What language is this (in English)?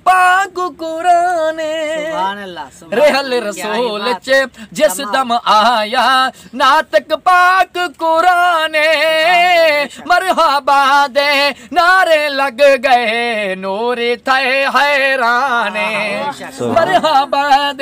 Saraiki